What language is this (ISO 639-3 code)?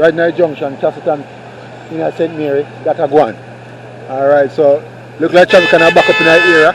jam